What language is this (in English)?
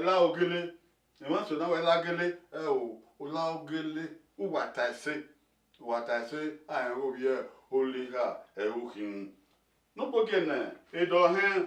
Bini